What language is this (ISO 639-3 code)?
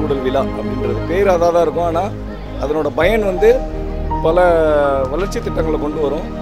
tam